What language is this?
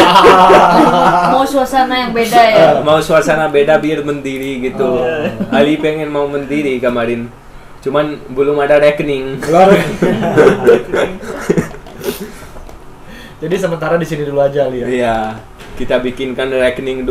Indonesian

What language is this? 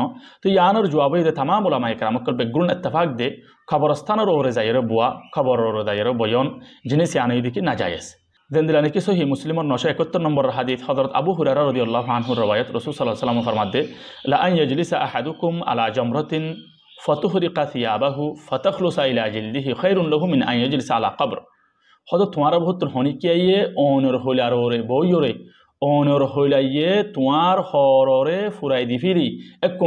Rohingya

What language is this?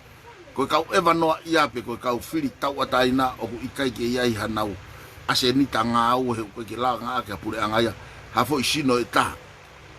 Tongan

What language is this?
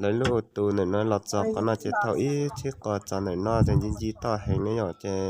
Hmong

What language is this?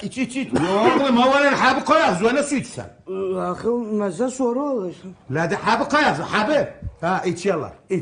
South Azerbaijani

